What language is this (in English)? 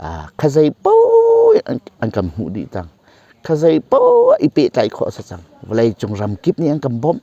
Hakha Chin